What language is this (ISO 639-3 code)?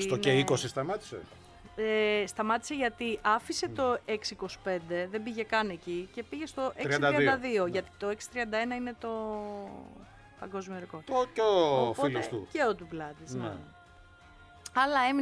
ell